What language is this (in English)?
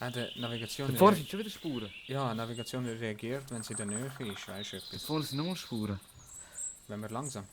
Swiss German